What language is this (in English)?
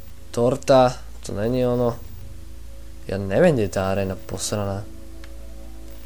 Slovak